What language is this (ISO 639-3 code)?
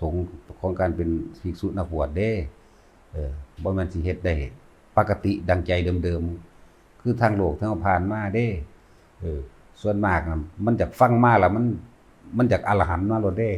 tts